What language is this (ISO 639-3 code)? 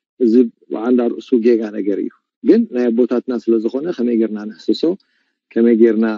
tir